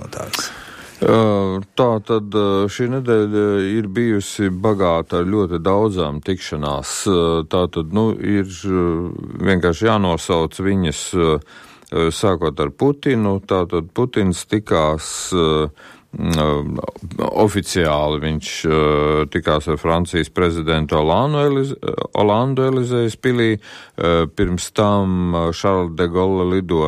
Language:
Latvian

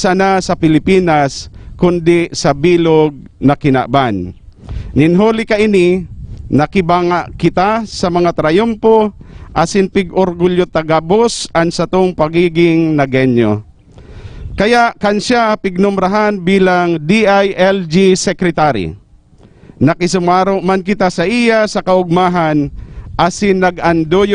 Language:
Bikol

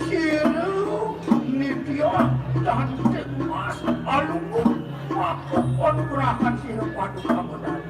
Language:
Balinese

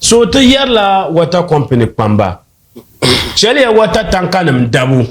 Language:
Dagbani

